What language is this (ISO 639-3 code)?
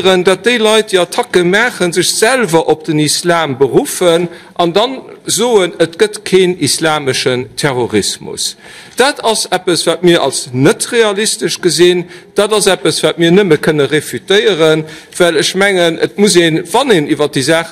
ltz